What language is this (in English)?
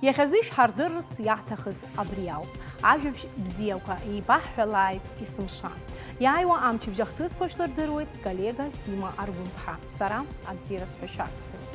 Abkhazian